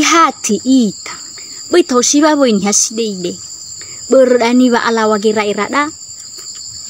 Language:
Nias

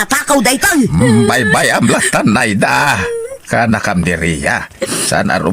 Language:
Iloko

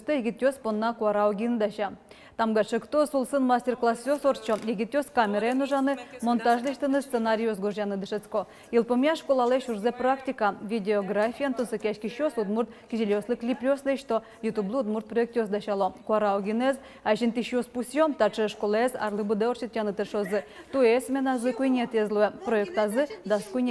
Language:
Udmurt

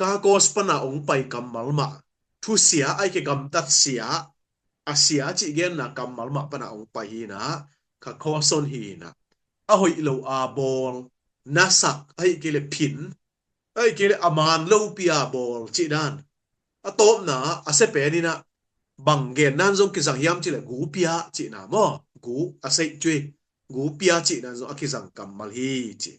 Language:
Tedim Chin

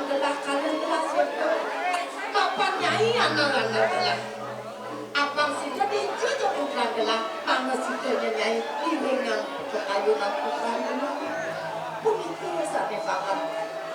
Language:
Balinese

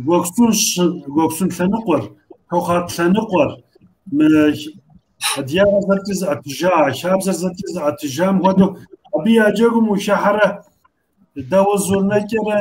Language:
Kabardian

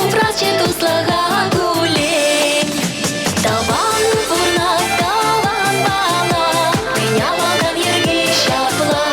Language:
Chuvash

